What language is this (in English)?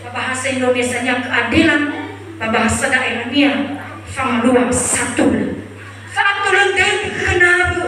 Nias